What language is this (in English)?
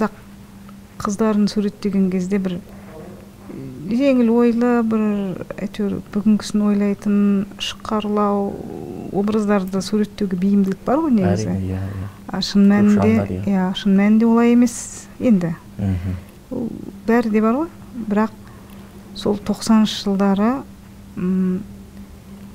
Kazakh